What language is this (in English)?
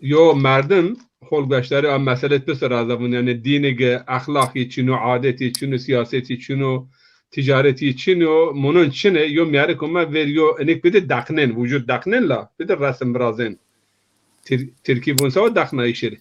Zaza